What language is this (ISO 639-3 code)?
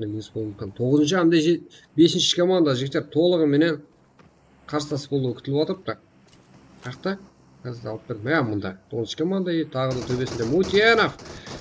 kaa